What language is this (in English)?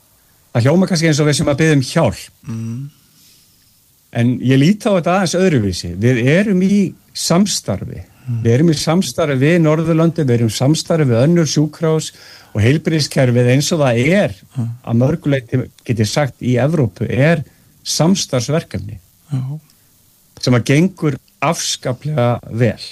Icelandic